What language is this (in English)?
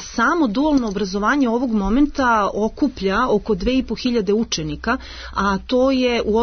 Serbian